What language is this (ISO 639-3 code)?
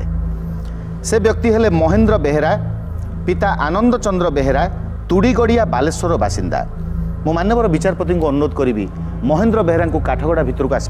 ori